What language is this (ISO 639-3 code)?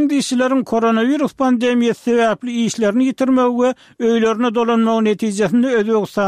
tuk